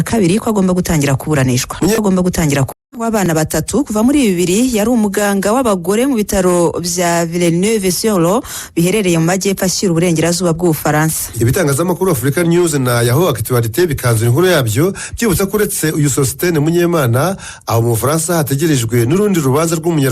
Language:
Kinyarwanda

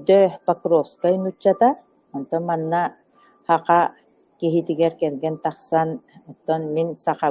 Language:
Yakut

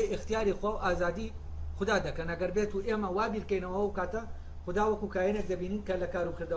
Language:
Central Kurdish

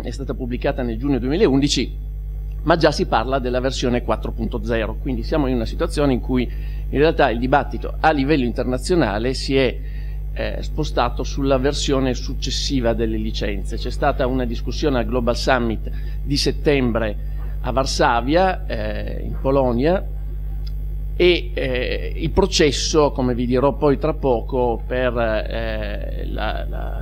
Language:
Italian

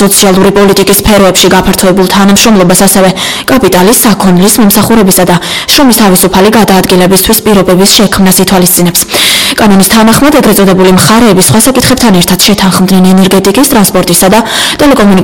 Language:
Georgian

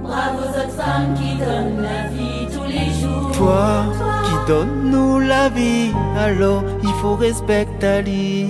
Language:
Réunion Creole French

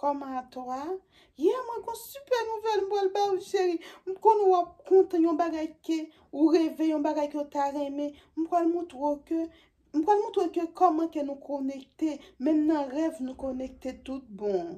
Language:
Haitian Creole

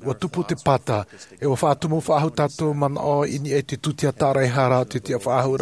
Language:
Tahitian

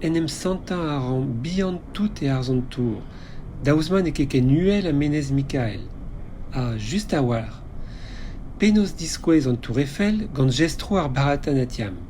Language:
Breton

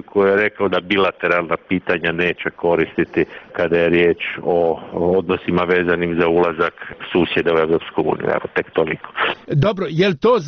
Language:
Croatian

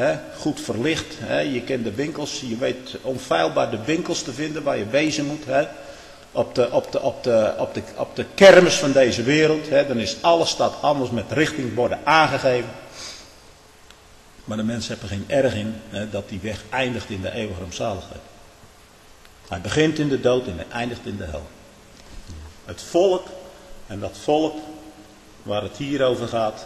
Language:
Dutch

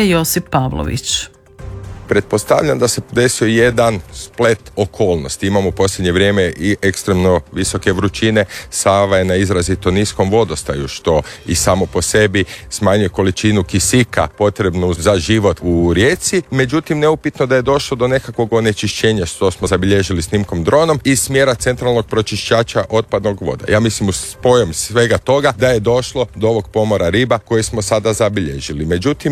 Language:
Croatian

